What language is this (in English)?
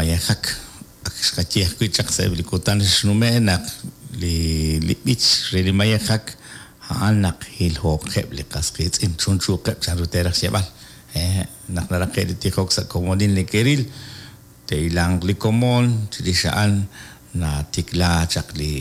Kekchí